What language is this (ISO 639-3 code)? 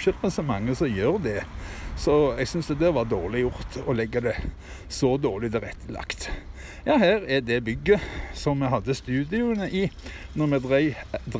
nor